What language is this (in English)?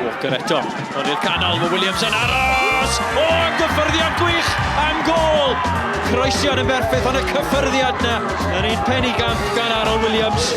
Welsh